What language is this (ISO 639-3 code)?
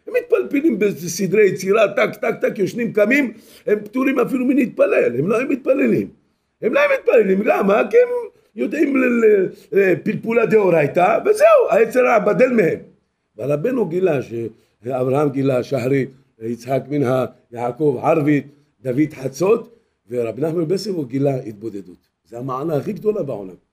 heb